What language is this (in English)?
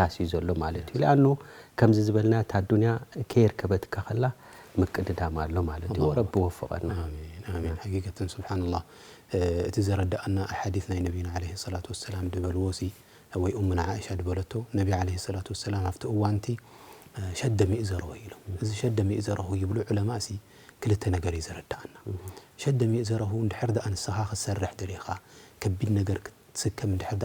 Tigrinya